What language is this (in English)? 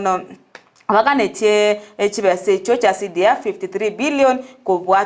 Gusii